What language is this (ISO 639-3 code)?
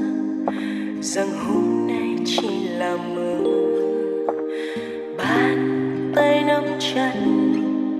vie